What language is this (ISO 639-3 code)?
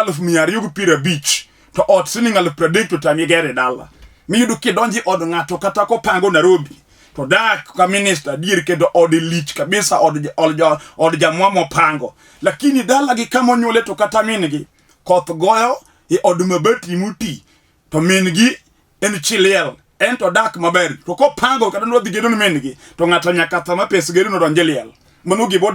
luo